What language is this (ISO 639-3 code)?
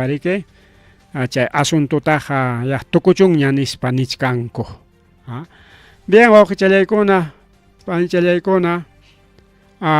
quy